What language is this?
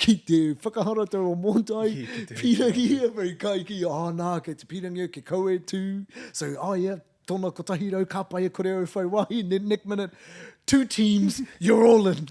Māori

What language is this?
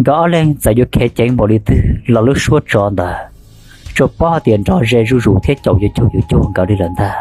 Hmong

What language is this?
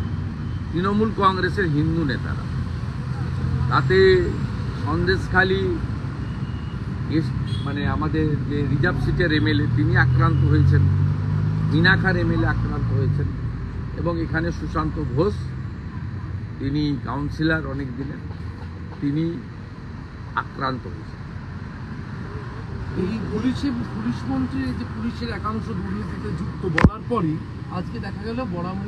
Bangla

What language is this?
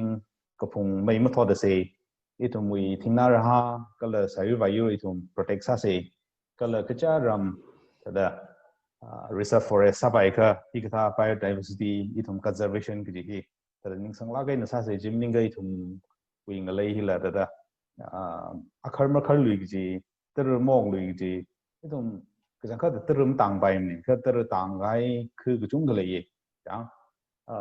Tangkhul Naga (India)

